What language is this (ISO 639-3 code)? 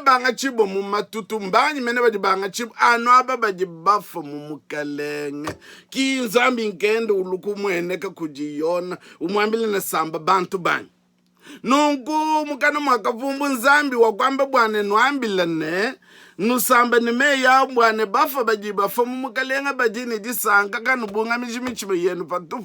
lua